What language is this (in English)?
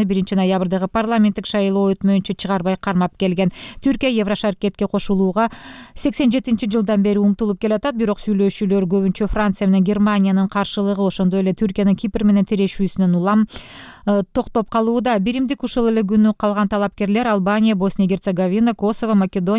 Kyrgyz